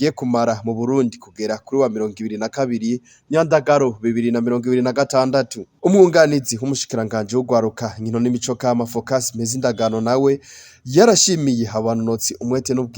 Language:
Rundi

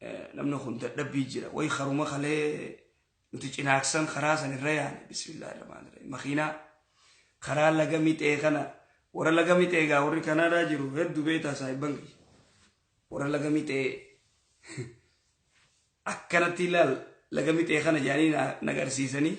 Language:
Oromo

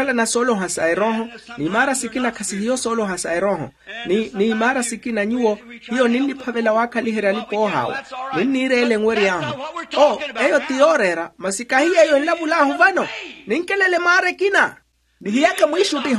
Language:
Makhuwa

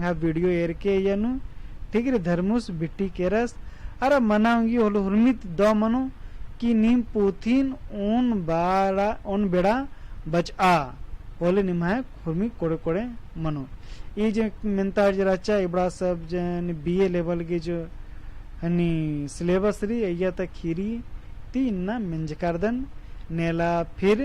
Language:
Kurukh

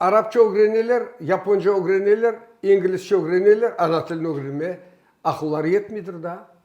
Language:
Crimean Tatar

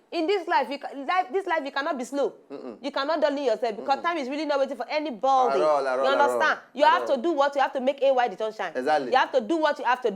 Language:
Nigerian Pidgin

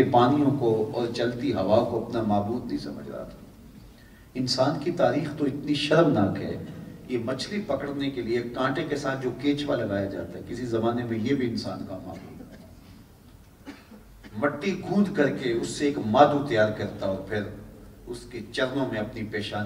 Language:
Urdu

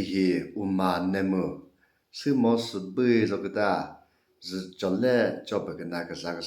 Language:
Chokri Naga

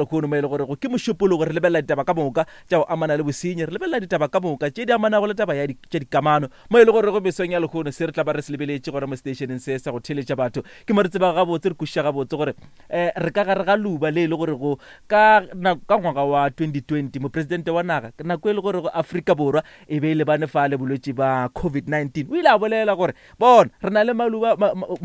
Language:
Northern Sotho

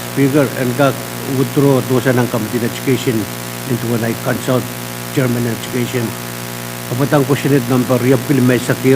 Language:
Pohnpeian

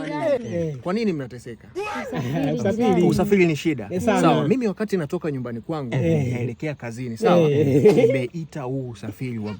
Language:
Swahili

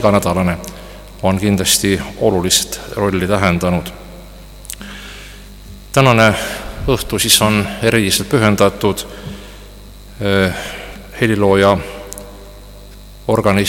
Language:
Estonian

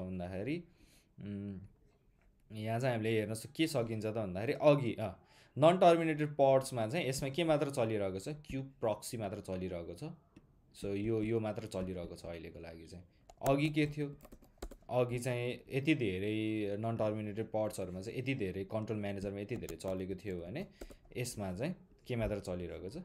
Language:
Nepali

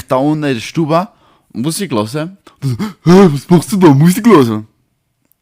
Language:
Swiss German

